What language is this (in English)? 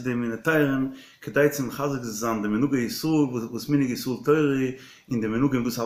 Yiddish